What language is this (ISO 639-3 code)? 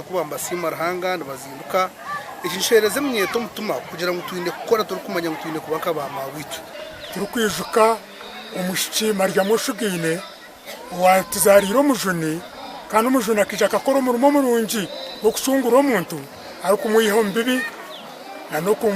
nyn